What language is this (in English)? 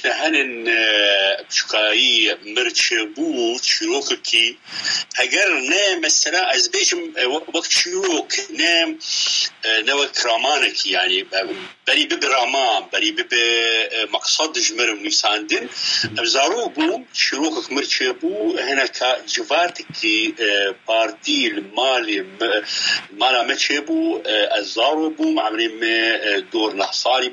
Kurdish